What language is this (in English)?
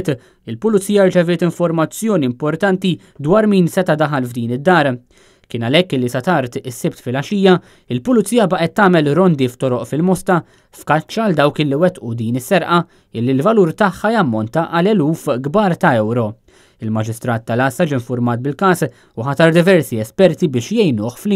Maltese